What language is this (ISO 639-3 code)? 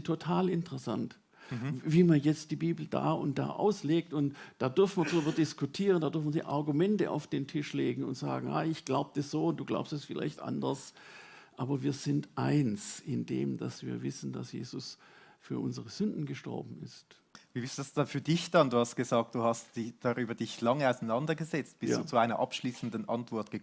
gsw